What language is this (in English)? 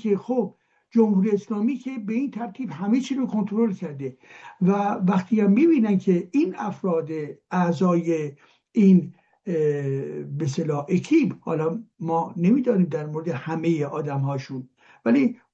Persian